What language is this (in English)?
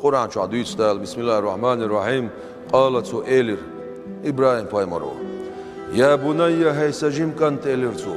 Chechen